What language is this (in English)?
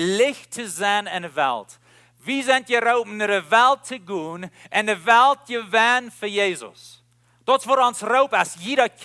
Plautdietsch